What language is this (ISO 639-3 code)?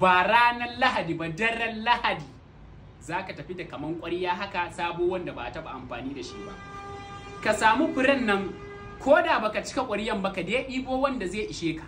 hau